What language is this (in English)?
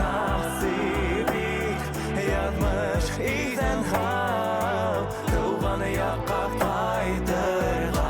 Bashkir